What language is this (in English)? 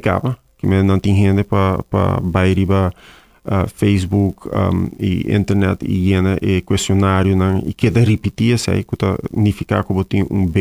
Papiamento